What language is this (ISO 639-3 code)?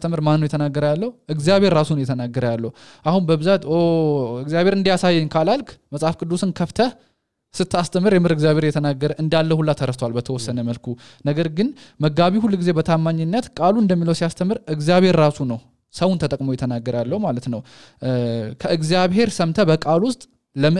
amh